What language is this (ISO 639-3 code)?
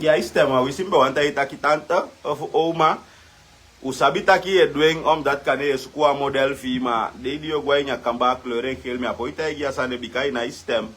srn